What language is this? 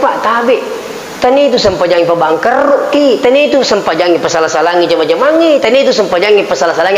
Buginese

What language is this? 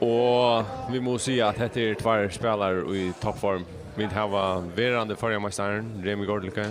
Faroese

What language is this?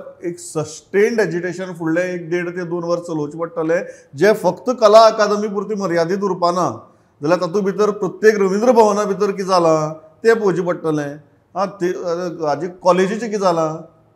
Konkani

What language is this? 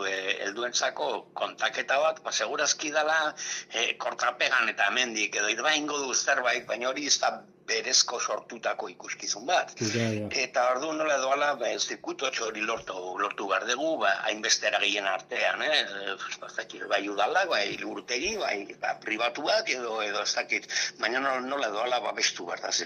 Basque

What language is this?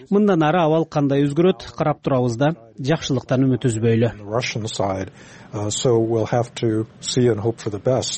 Kyrgyz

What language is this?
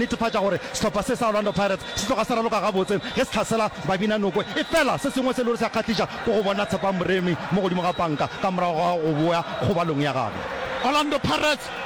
Northern Sotho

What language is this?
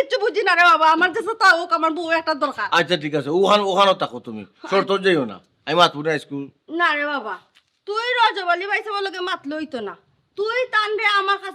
Sylheti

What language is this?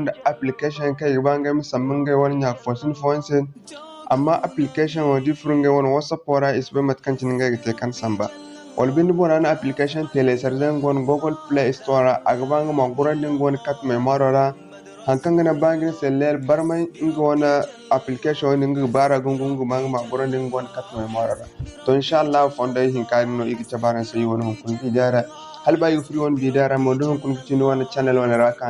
Zarma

